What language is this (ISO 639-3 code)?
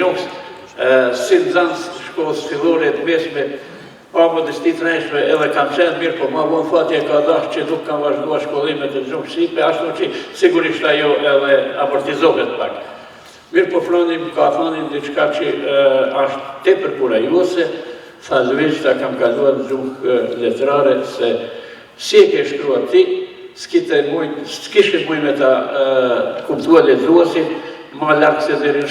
sqi